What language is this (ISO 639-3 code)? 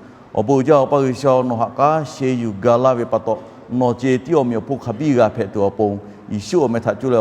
lhu